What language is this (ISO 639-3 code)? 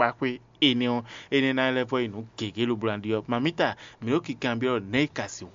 fon